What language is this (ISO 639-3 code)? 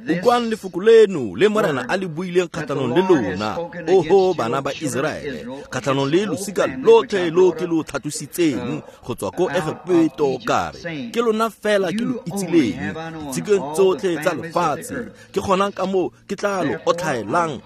tsn